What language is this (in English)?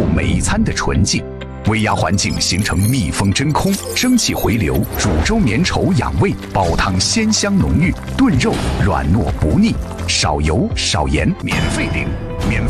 Chinese